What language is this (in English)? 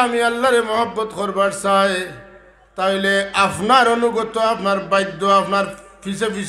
Sylheti